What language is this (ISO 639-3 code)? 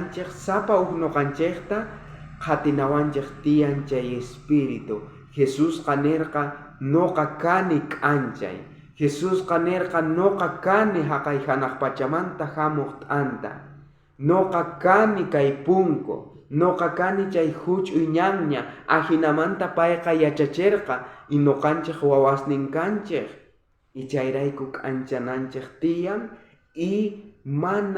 quh